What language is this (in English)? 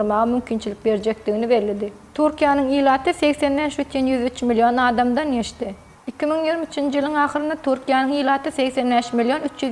Turkmen